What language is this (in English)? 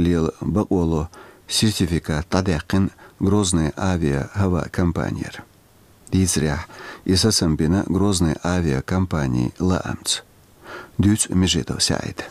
Chechen